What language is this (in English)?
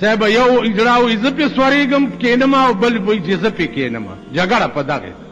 Pashto